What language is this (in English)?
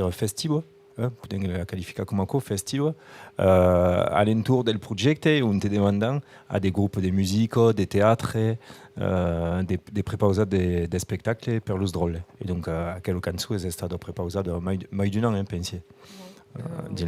Occitan